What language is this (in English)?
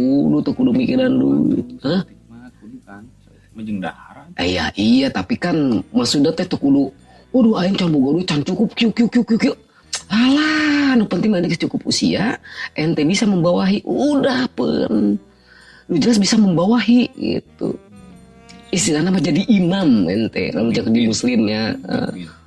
Sundanese